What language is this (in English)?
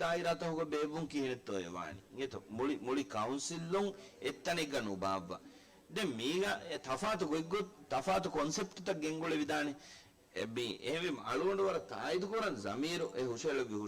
Divehi